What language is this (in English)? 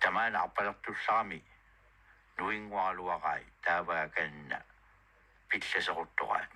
Kalaallisut